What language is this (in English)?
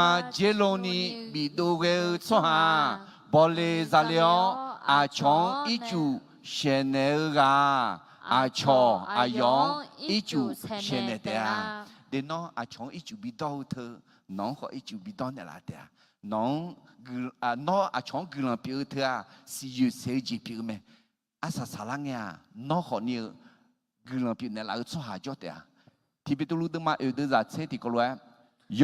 Akha